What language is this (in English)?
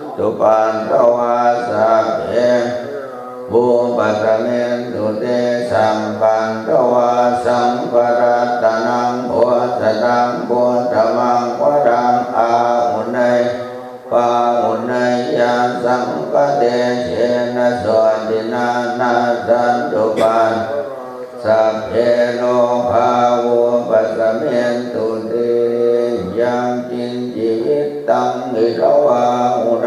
Pali